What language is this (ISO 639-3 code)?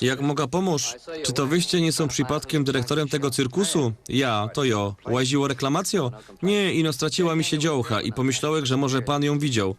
szl